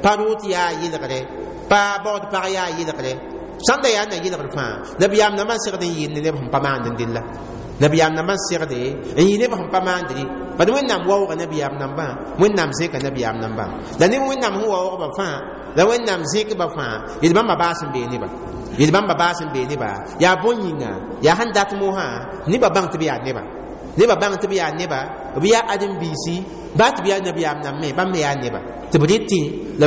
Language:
Mossi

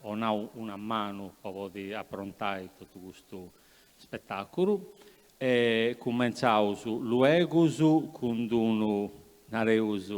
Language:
Sardinian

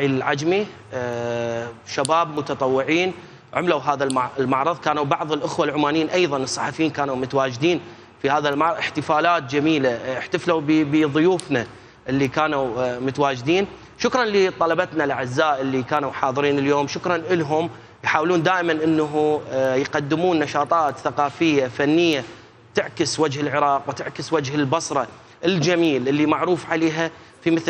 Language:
Mesopotamian Arabic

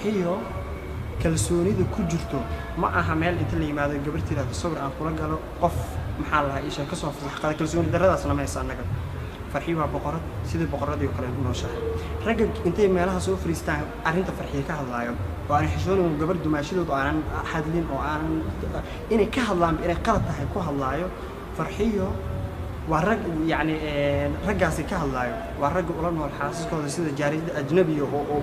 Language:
Somali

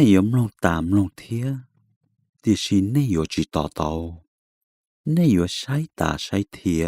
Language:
Hmong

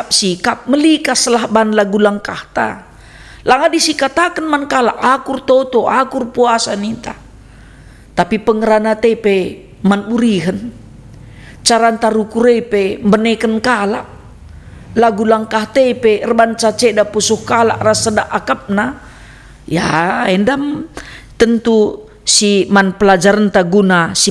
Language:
Batak Karo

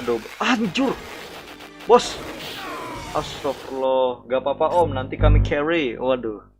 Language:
Banjar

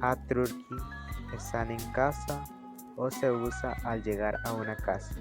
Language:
Bribri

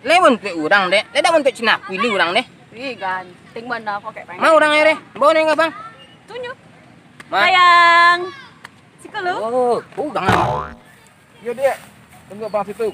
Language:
Minangkabau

